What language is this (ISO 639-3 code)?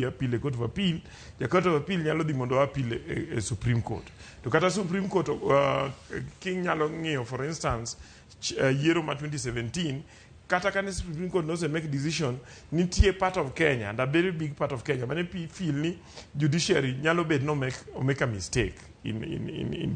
luo